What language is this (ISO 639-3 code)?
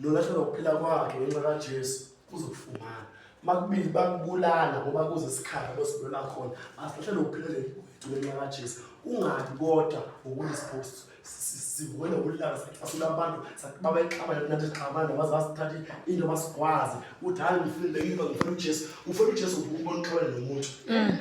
zul